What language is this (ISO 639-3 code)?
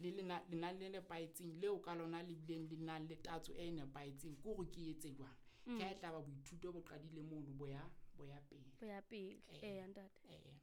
sot